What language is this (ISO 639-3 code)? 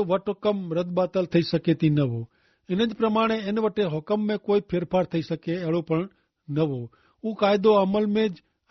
kfr